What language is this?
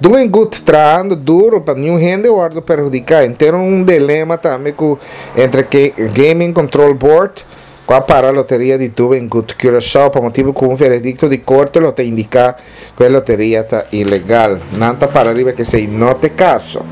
Papiamento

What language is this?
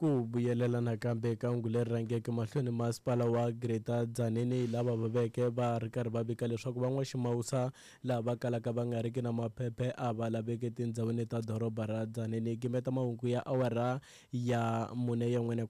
Tsonga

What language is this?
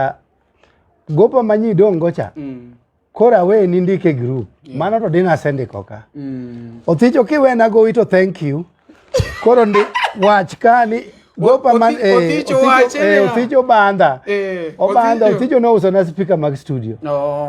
Luo (Kenya and Tanzania)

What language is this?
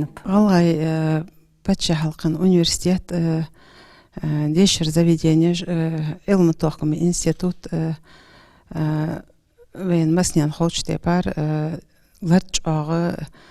Ingush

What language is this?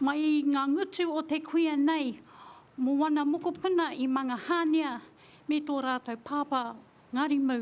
Māori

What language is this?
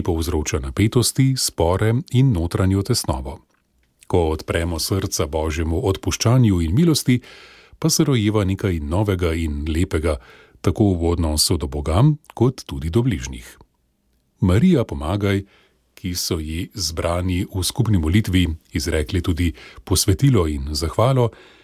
Slovenian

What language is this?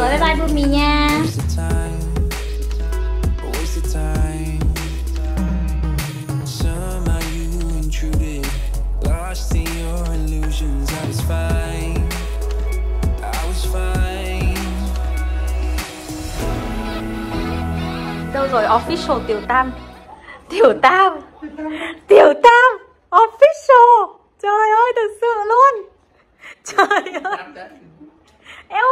Vietnamese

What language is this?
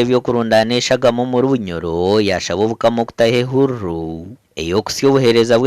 Nyankole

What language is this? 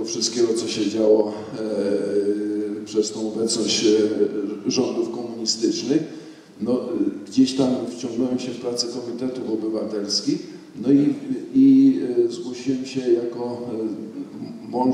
Polish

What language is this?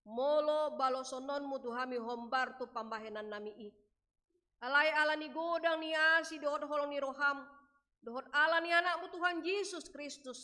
Batak Toba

